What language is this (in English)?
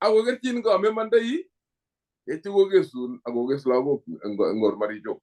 Kalenjin